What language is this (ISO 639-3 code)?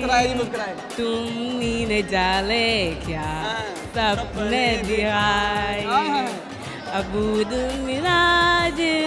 pan